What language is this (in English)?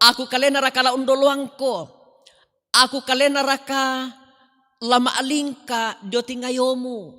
Toraja-Sa'dan